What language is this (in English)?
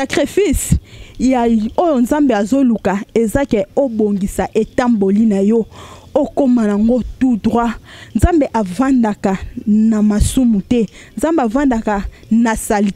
Lingala